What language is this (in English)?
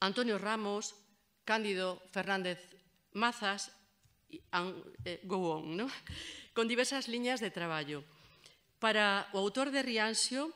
Galician